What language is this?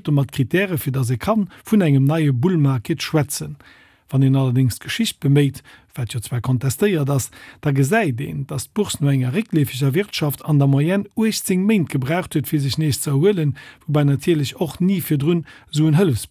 Luxembourgish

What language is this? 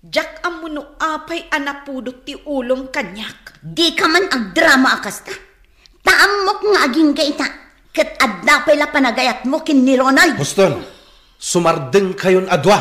Iloko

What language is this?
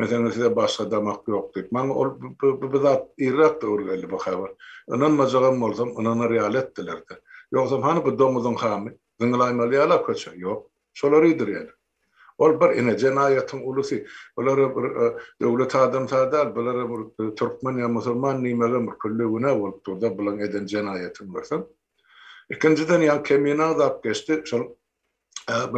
Turkmen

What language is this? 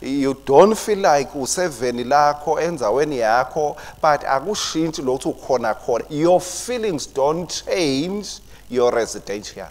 Swati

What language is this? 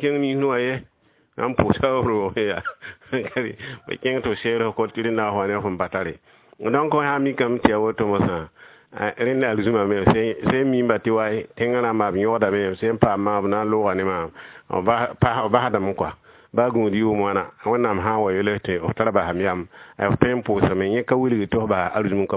Mossi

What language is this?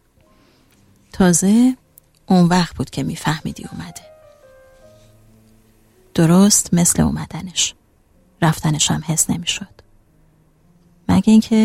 Persian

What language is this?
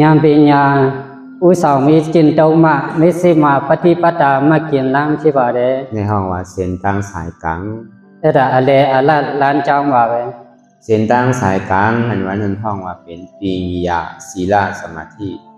Shan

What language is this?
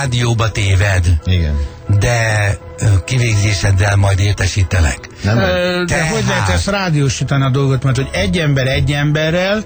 Hungarian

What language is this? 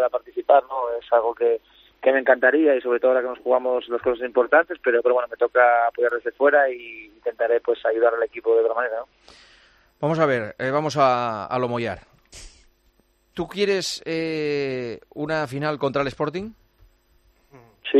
Spanish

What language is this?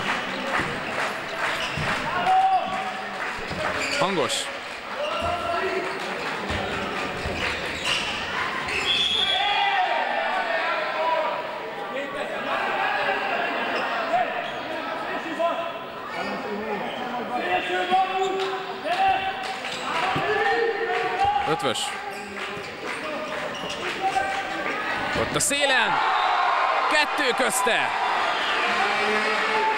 Hungarian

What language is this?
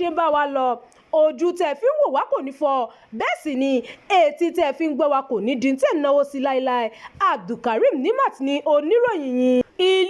Yoruba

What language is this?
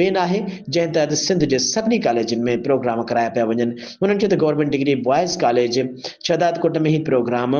Sindhi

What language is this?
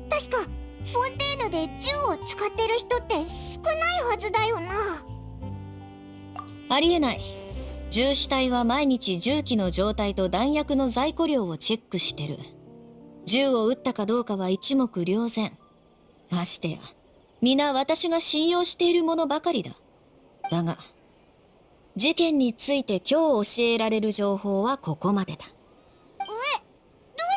Japanese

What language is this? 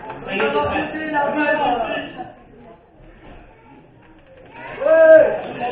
French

